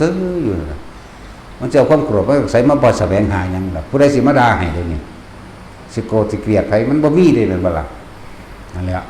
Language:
Northeastern Thai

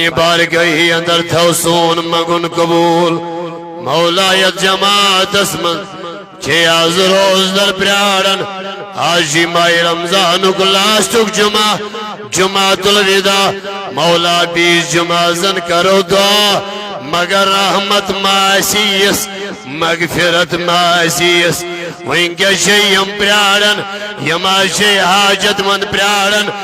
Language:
Kashmiri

